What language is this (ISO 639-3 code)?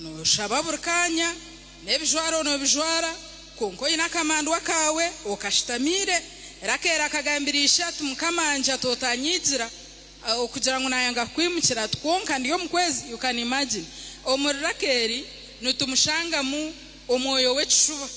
nyn